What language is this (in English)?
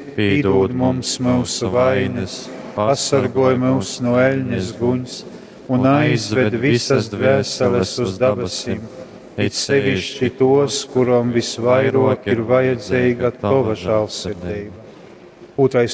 Latgalian